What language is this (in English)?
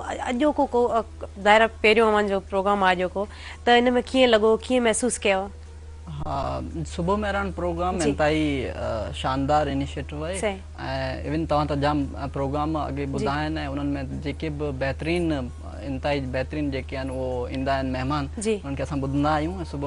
Sindhi